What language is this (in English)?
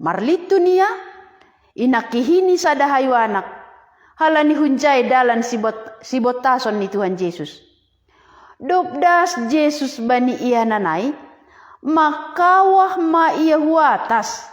Batak Simalungun